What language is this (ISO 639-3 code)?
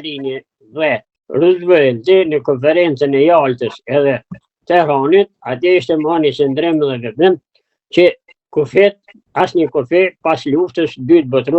sqi